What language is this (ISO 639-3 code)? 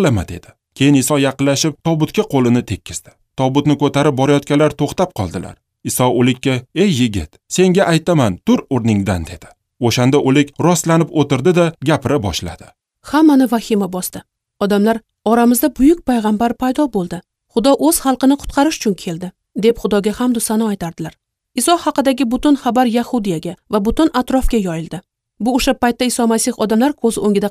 uzb